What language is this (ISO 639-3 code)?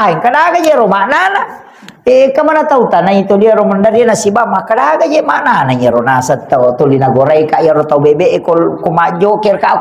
bug